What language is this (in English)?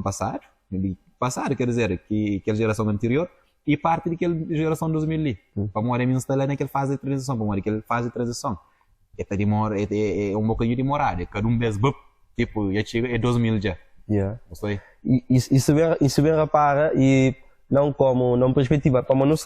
Kabuverdianu